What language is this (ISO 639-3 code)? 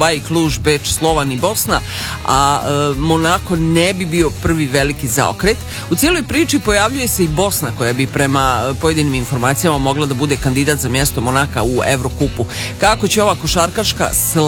srp